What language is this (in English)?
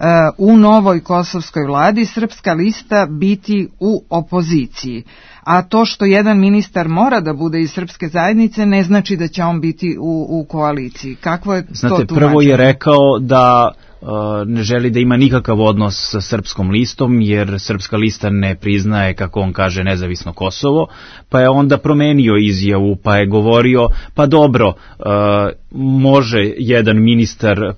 Serbian